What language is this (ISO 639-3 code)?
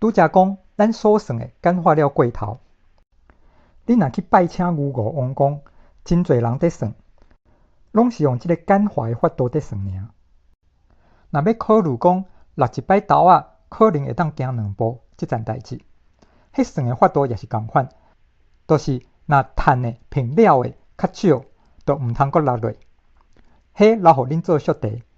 nan